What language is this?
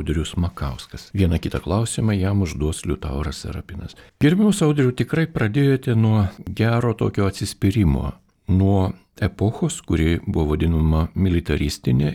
Lithuanian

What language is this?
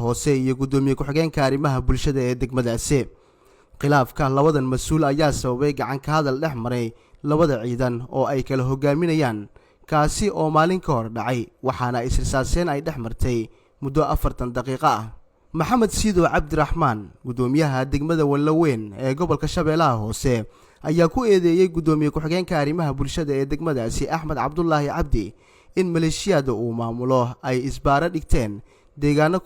Somali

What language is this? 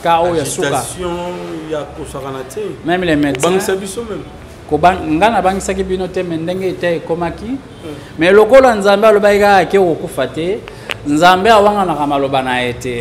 Lingala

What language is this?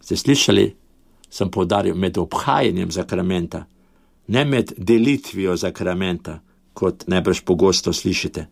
Slovenian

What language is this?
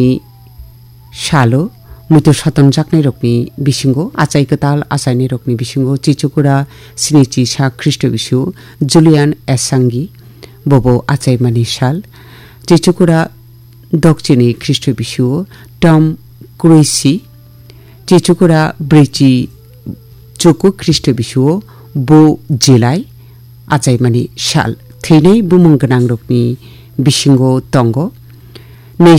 Kok Borok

